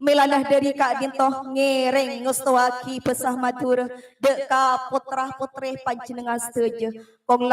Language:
Madurese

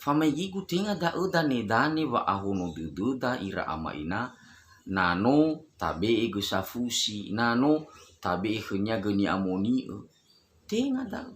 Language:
Nias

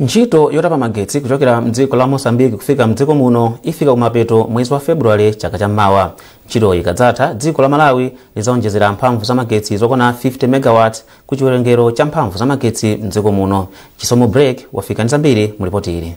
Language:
Nyanja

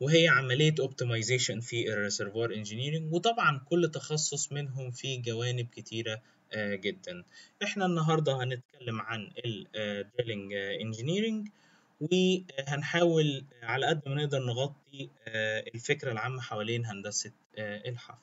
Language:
Egyptian Arabic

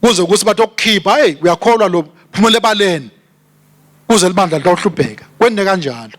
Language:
Swati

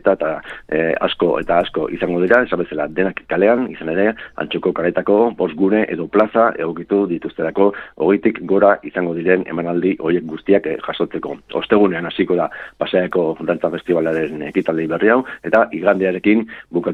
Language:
Basque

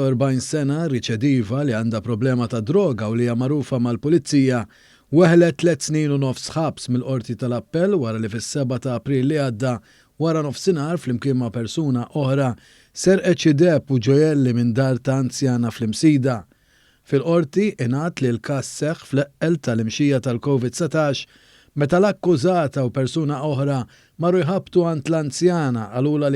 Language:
Maltese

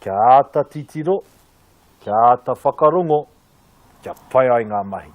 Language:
Māori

